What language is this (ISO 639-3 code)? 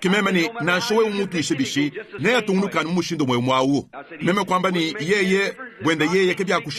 lua